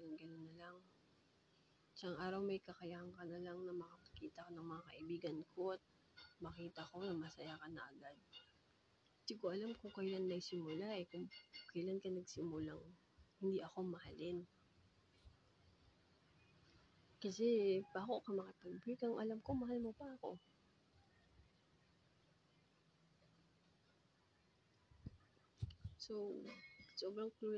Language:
Filipino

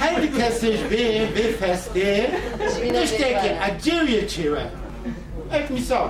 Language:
Kurdish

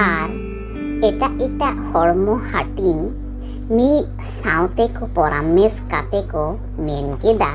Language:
Santali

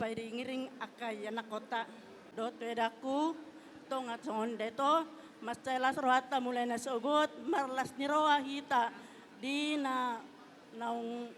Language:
Batak Toba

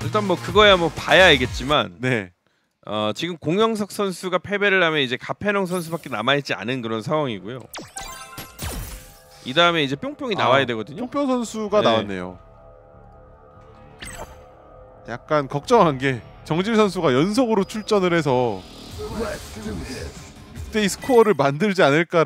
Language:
Korean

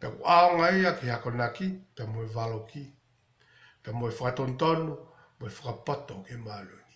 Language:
Tongan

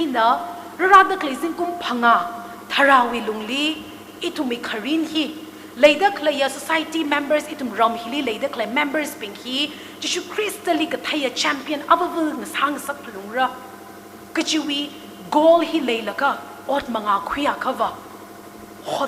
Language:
Tangkhul Naga (India)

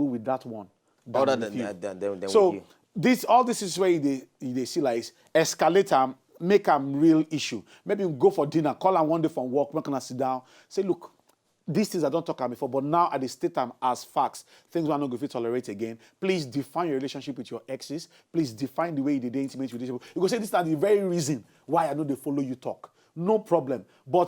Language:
Nigerian Pidgin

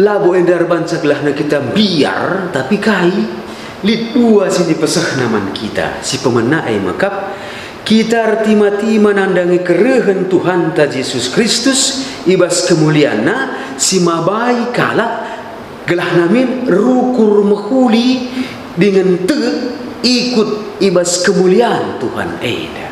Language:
Batak Karo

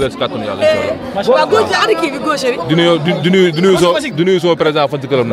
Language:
Wolof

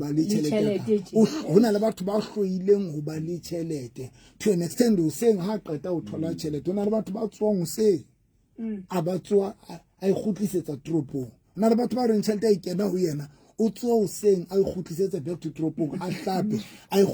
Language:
Southern Sotho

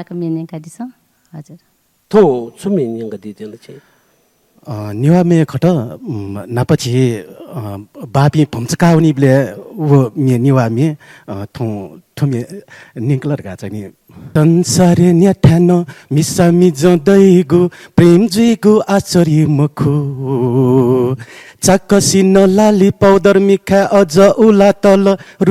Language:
Newari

